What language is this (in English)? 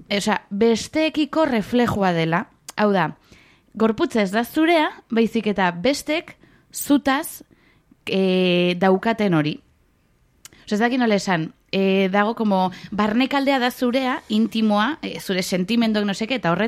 Basque